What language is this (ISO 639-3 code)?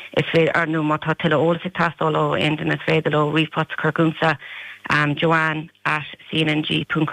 gle